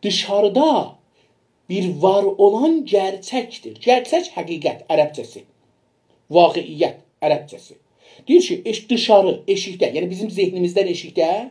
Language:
South Azerbaijani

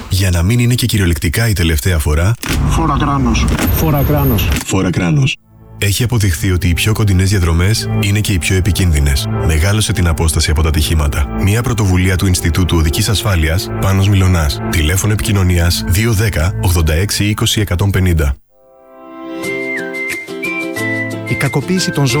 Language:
Greek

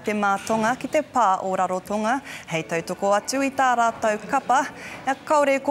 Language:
Māori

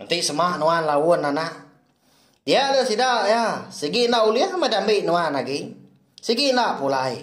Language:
Iban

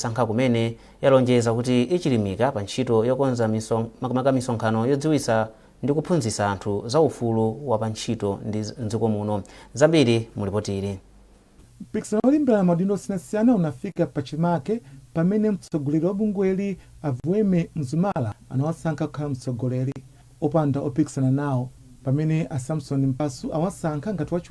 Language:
Nyanja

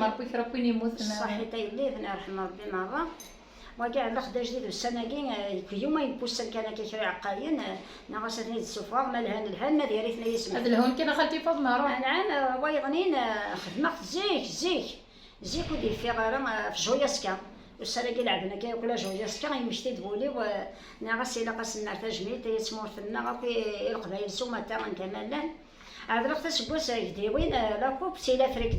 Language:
Kabyle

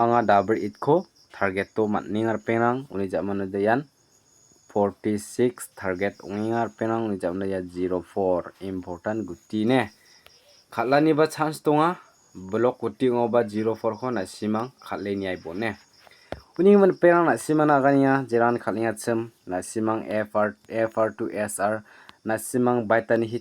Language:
Garo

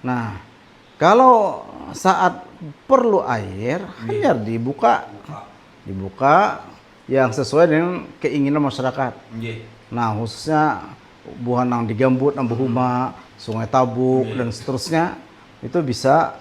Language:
Banjar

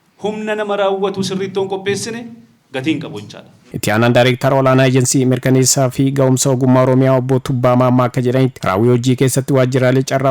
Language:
Oromo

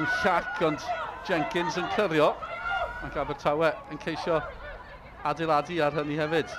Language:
Welsh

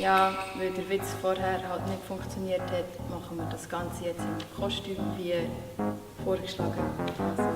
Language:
Swiss German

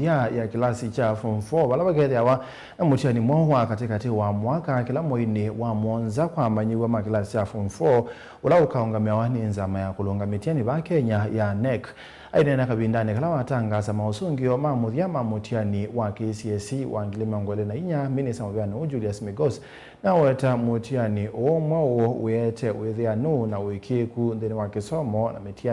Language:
Kamba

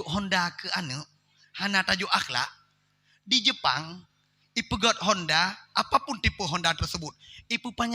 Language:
Achinese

